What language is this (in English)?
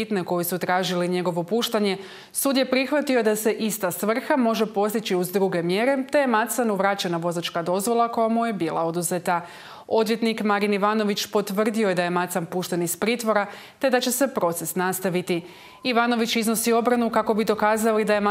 Croatian